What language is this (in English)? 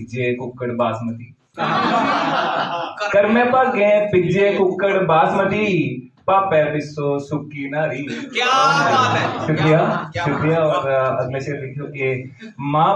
Dogri